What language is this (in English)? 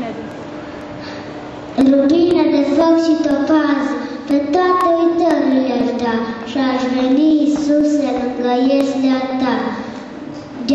Romanian